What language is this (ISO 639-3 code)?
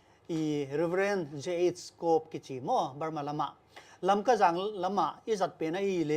pck